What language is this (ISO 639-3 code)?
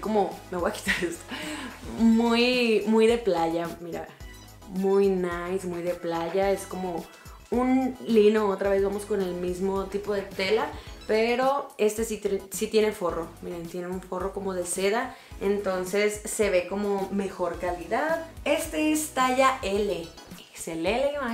spa